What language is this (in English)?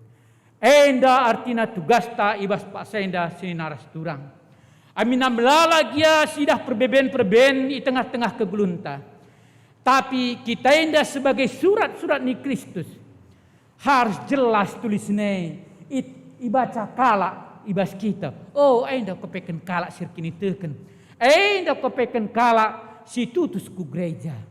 Batak Karo